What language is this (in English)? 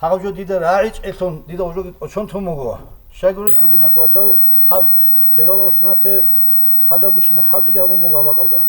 Avaric